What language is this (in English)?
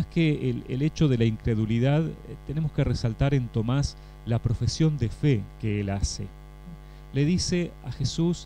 Spanish